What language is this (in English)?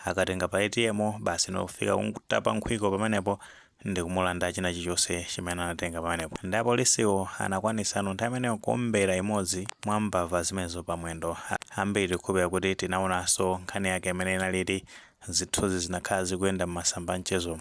Nyanja